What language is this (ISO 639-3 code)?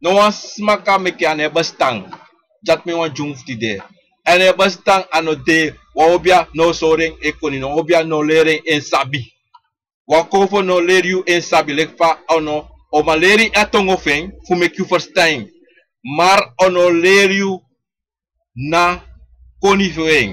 srn